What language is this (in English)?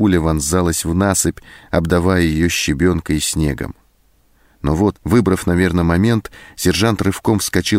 Russian